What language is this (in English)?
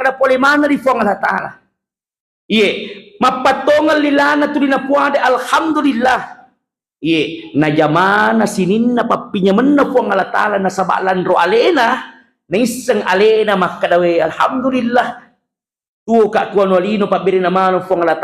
Buginese